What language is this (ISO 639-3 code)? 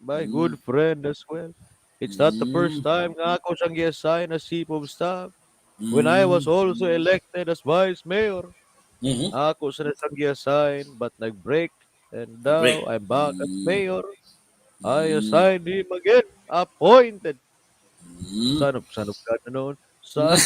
ceb